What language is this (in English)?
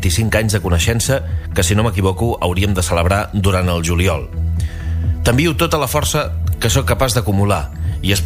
Catalan